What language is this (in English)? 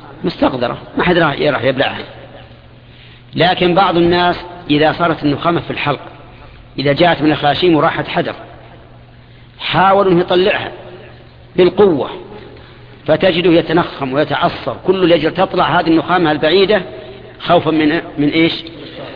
Arabic